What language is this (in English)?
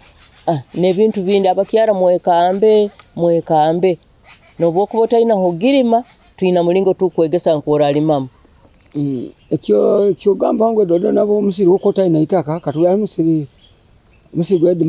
Nyoro